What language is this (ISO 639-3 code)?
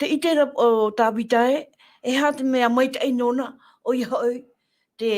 tah